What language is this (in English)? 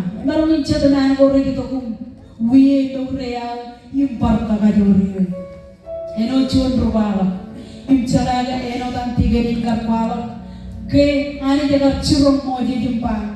Marshallese